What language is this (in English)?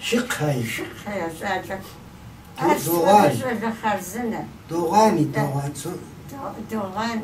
Kabardian